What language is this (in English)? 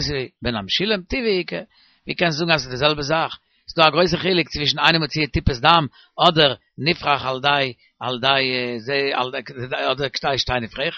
Yiddish